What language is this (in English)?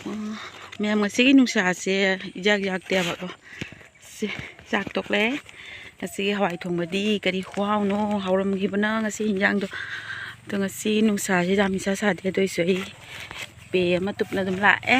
Manipuri